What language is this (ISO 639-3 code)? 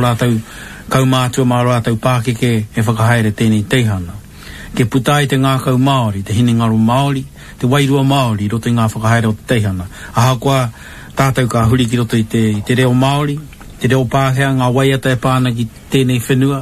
mri